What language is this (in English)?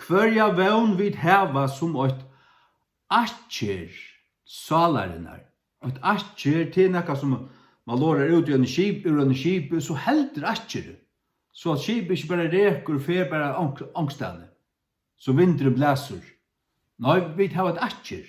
Faroese